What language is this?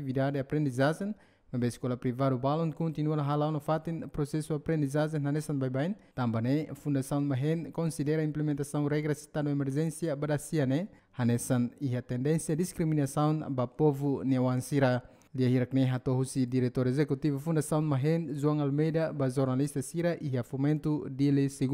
Tetum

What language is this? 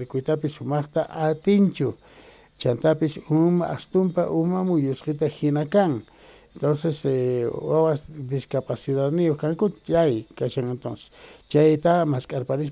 Quechua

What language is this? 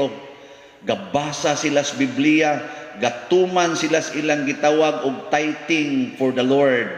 Cebuano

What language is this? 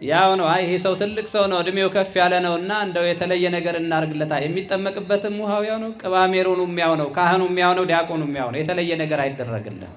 Amharic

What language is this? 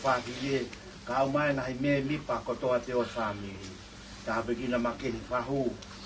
Tongan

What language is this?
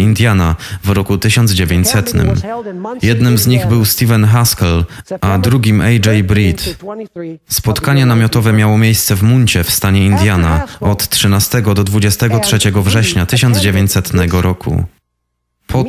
Polish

